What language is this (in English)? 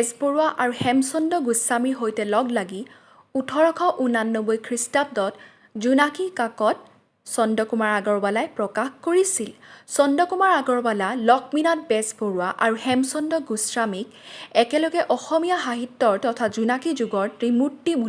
Assamese